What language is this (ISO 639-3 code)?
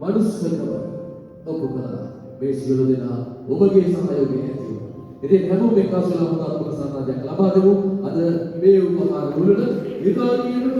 sin